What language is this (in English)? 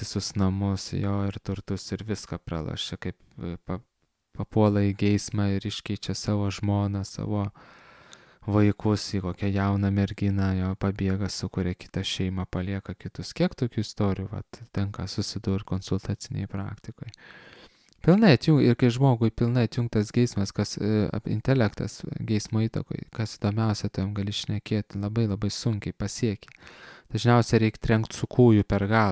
Lithuanian